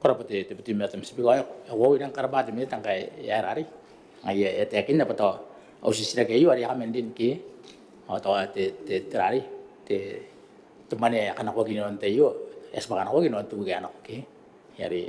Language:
Gilbertese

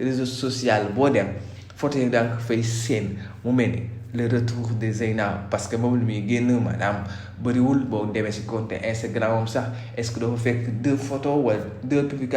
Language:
Wolof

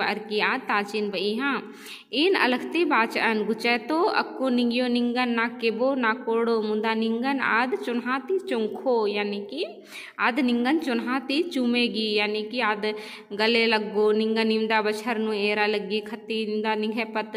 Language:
Kurukh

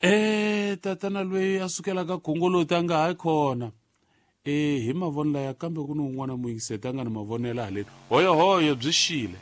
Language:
Tsonga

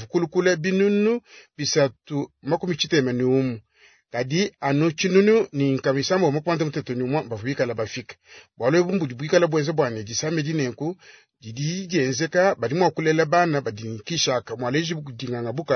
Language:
Luba-Lulua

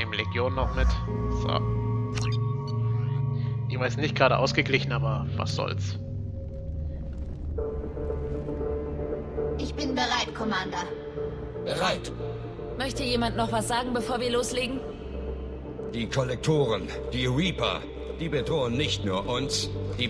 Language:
German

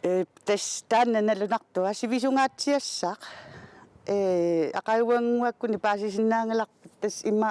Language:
Kalaallisut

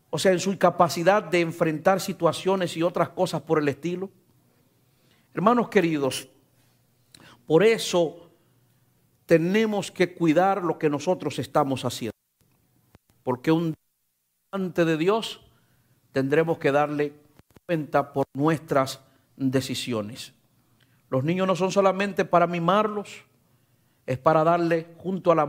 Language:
Spanish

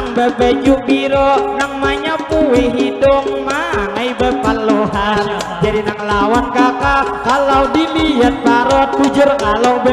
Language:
Banjar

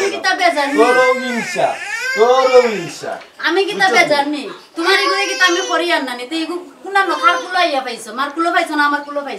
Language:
Sylheti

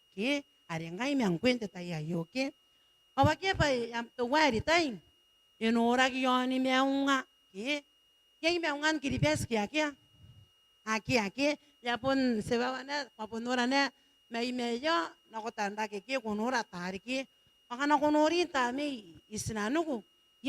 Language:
Gilbertese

